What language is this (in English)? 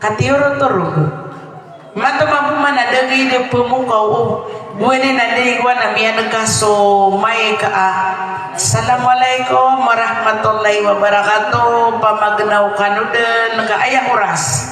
Maranao